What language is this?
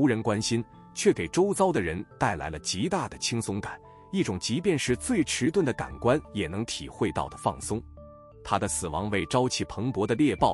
Chinese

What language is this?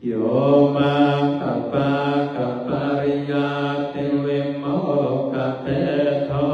Pali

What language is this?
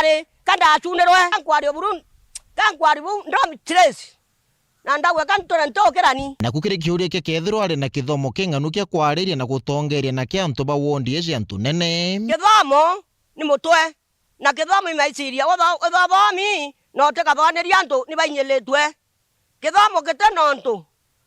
Meru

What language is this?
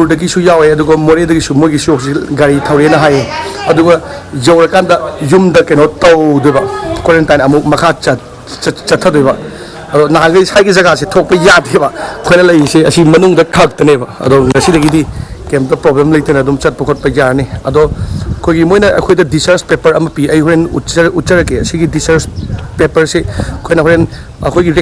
Manipuri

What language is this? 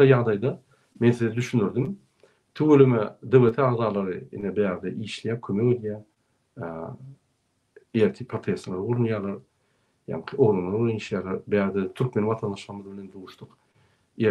Turkmen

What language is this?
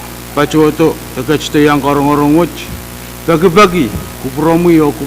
Pohnpeian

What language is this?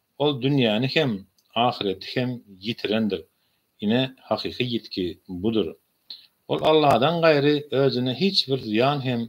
Turkmen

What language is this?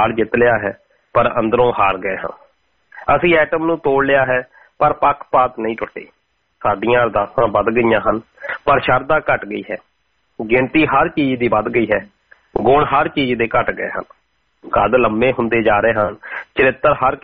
Punjabi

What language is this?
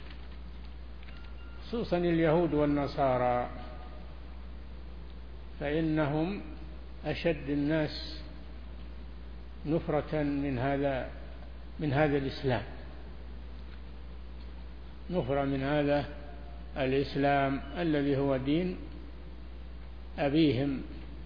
Arabic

